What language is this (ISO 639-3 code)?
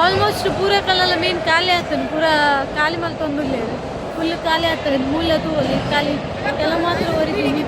tcy